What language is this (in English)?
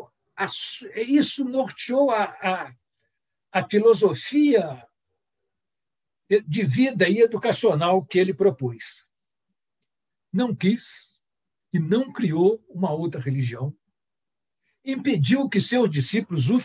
Portuguese